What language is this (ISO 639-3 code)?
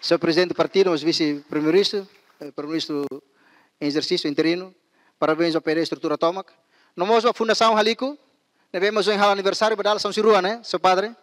tet